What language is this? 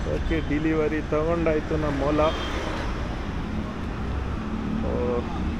Kannada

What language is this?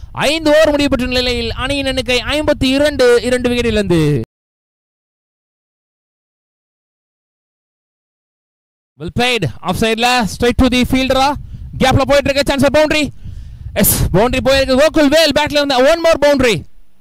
Tamil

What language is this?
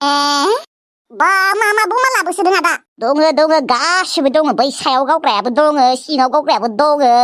Bodo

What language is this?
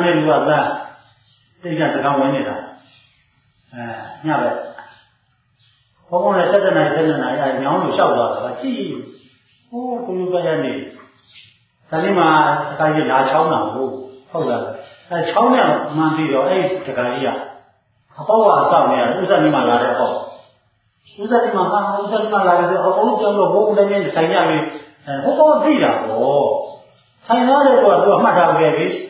Burmese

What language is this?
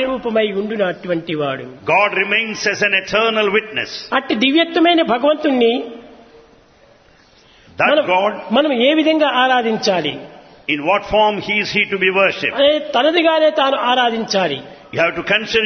Telugu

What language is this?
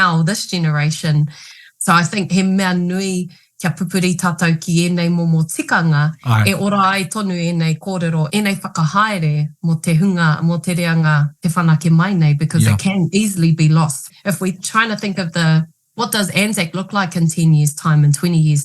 Māori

